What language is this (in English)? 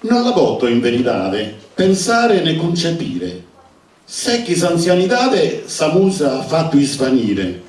Sardinian